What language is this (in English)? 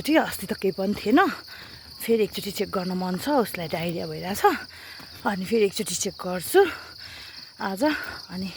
Nepali